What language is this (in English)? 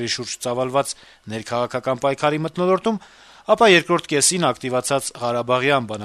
Armenian